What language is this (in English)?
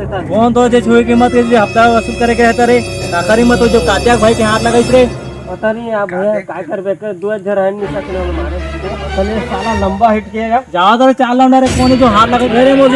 Chhattisgarhi